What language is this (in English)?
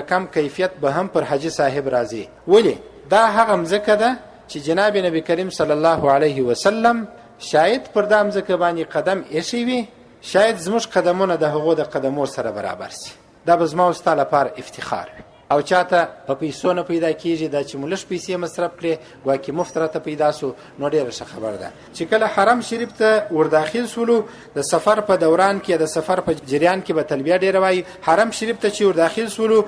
Pashto